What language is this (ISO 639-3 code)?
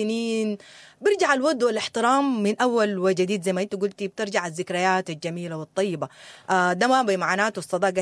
apd